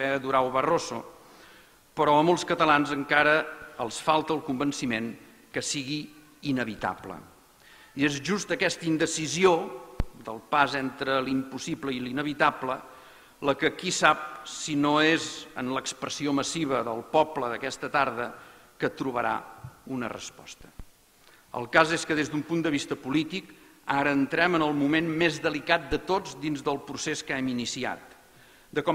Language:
Catalan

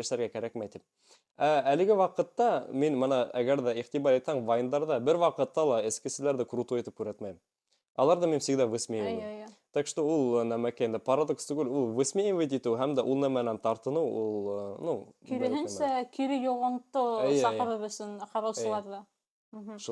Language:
Bashkir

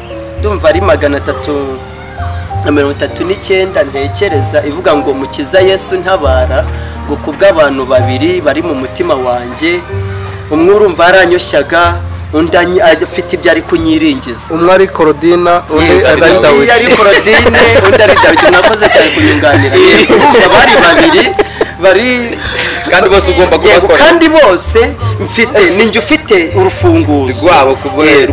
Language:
Kinyarwanda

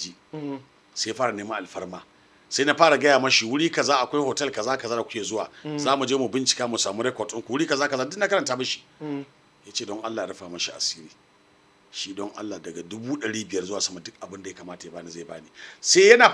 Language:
Hausa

